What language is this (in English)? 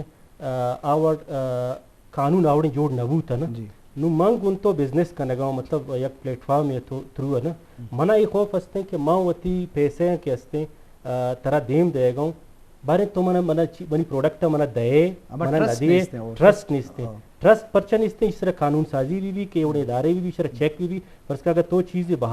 Eastern Balochi